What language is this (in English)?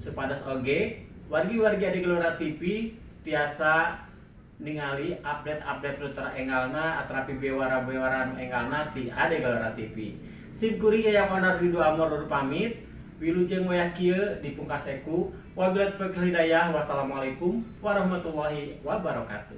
Sundanese